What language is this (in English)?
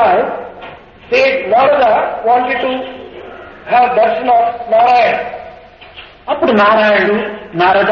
Telugu